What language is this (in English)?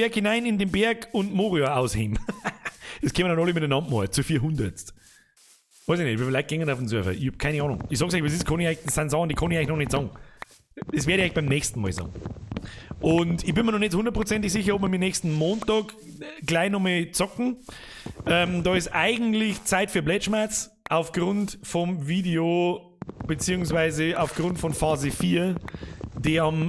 Bavarian